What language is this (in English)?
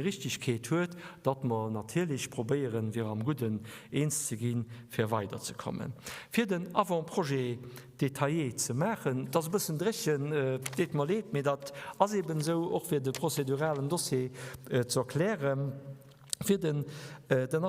Luxembourgish